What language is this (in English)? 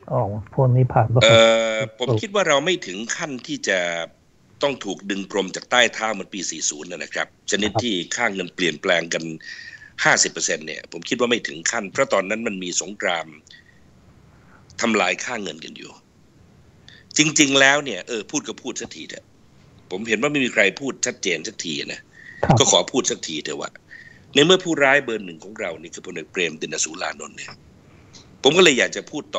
Thai